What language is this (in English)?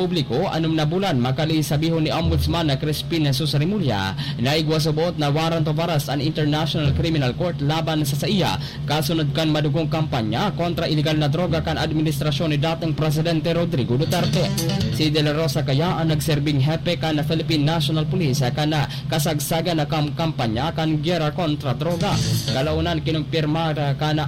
Bikol